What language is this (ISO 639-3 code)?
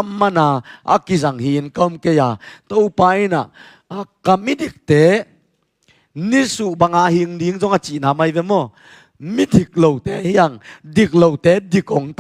ctd